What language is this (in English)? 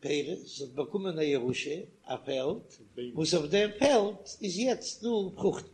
Yiddish